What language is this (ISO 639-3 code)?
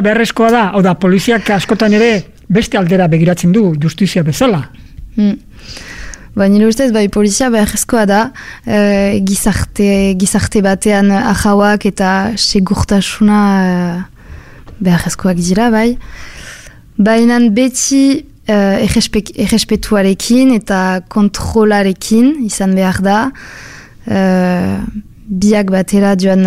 eus